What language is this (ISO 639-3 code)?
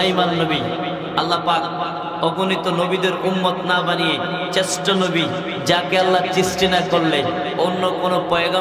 ben